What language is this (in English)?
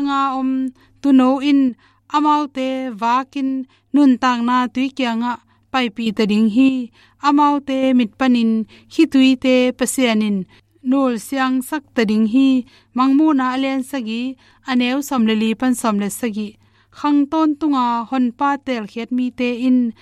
Tedim Chin